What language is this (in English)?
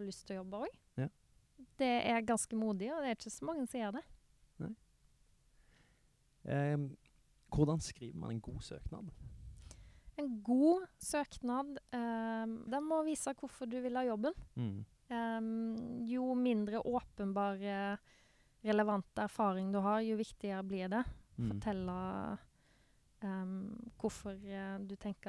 Norwegian